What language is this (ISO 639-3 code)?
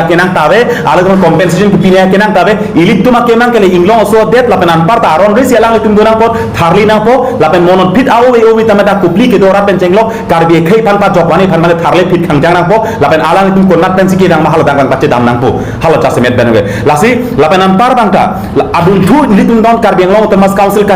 mjw